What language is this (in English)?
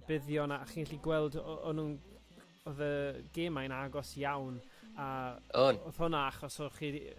Welsh